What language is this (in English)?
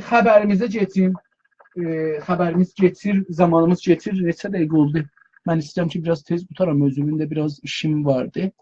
South Azerbaijani